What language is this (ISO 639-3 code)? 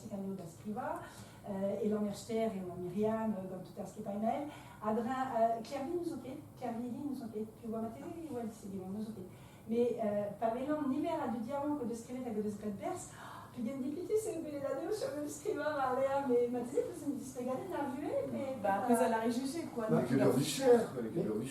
bre